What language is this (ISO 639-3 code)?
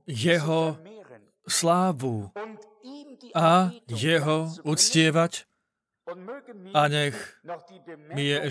slk